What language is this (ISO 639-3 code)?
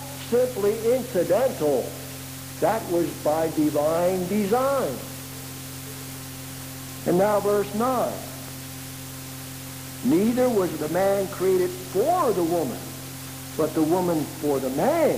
eng